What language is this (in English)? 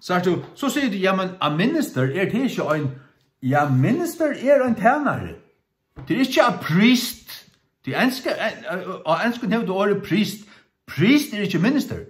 Faroese